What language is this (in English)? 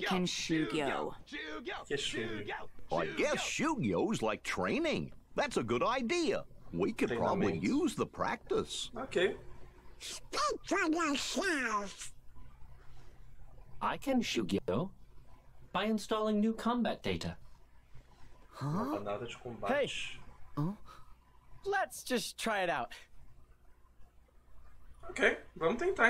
Portuguese